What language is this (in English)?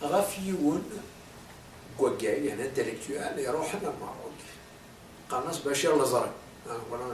Kabyle